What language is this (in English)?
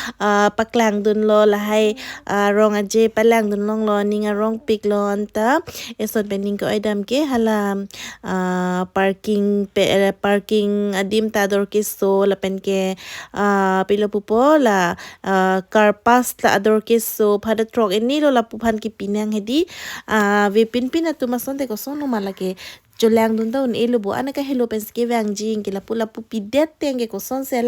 Karbi